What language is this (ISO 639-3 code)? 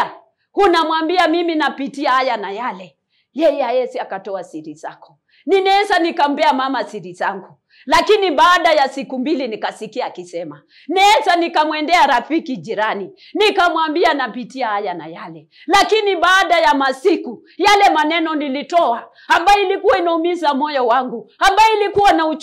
swa